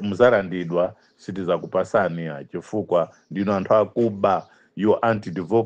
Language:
Nyanja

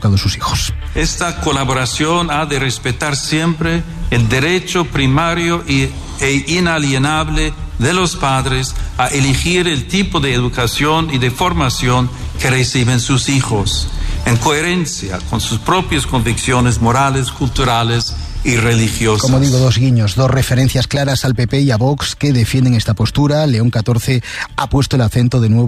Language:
Spanish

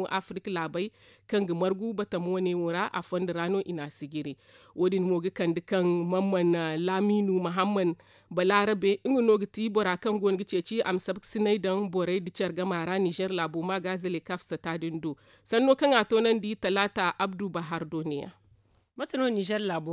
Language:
Zarma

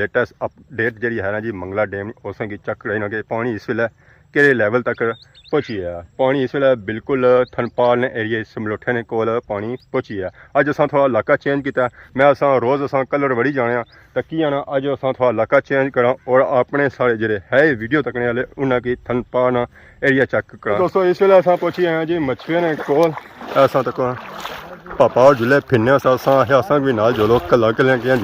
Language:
Pahari-Potwari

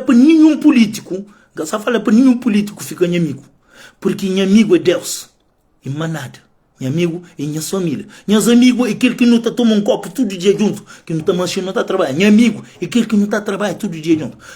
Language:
Kabuverdianu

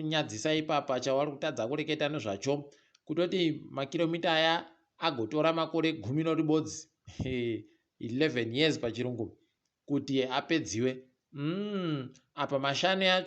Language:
Ndau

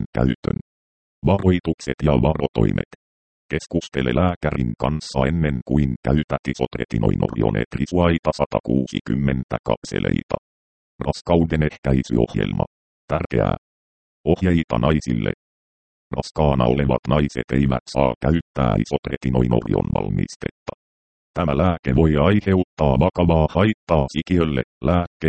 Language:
Finnish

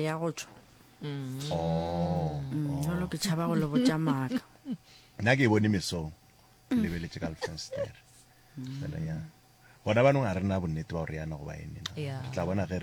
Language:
Northern Sotho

